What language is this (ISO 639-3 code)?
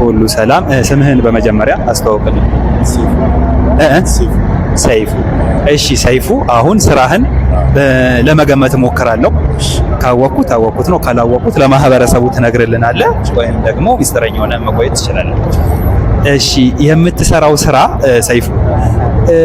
amh